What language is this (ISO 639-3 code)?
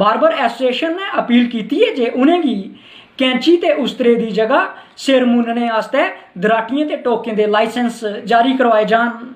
doi